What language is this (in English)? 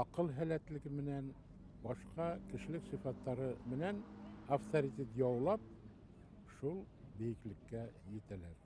Bashkir